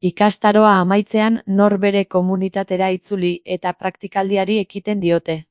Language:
Basque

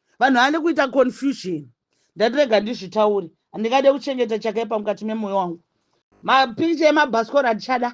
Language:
Shona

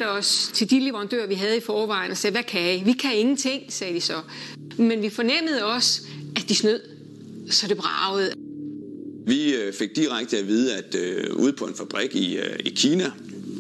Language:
Danish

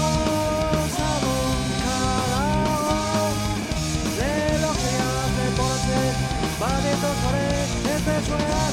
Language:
Basque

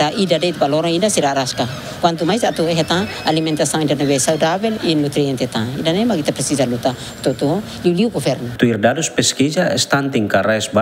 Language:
Tetum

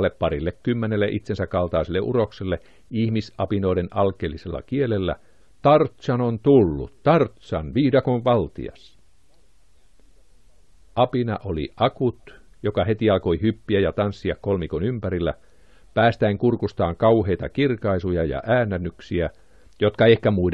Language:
Finnish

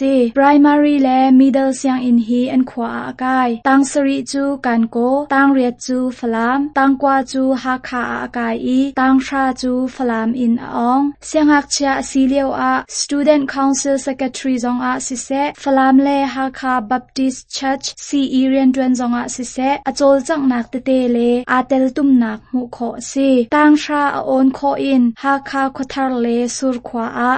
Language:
Hakha Chin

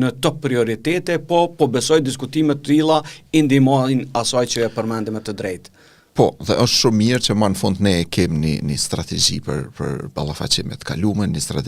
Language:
Albanian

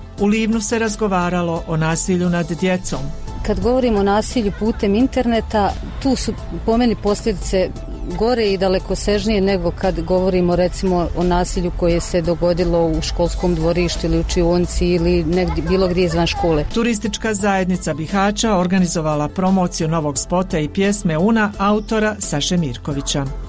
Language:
Bosnian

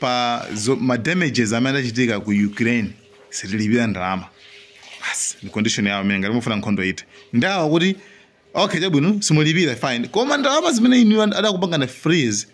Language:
Nyanja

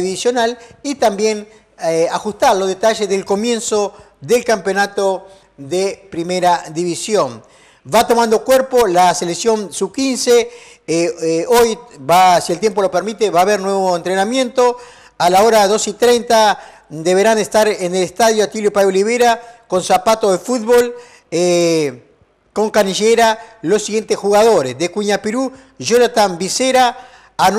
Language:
Spanish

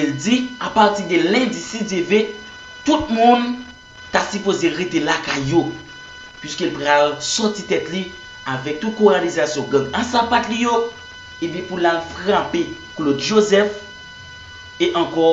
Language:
Haitian Creole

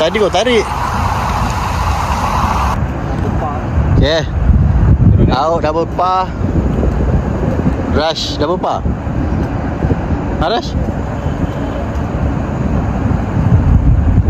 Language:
Malay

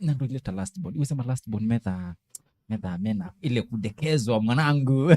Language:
Kamba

